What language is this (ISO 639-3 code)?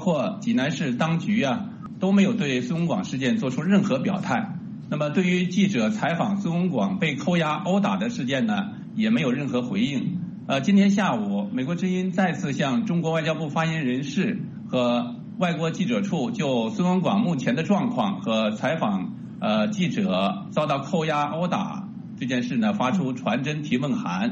zho